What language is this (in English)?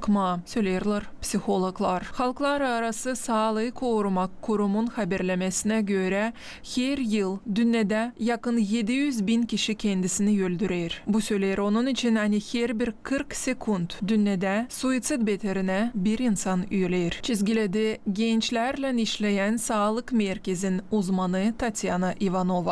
Gagauz